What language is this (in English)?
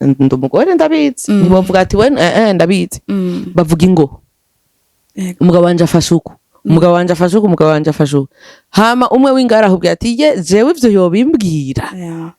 Rundi